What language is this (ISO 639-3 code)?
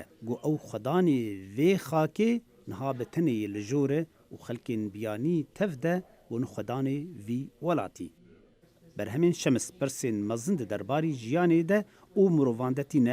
kur